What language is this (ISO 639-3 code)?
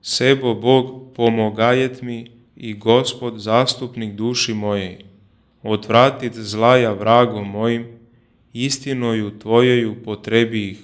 chu